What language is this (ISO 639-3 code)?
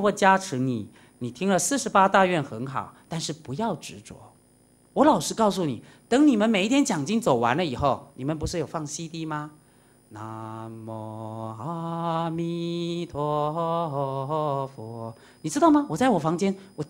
zho